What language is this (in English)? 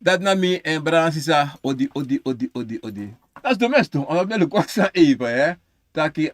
Sranan Tongo